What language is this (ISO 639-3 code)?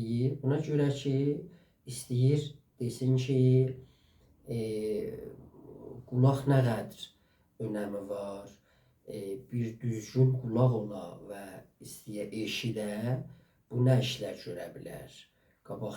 azb